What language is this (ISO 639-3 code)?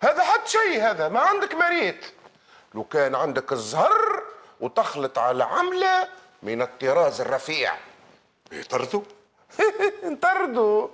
aeb